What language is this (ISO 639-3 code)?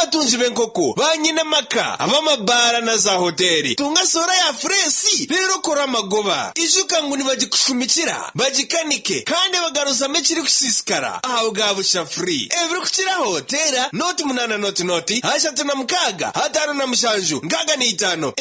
nyn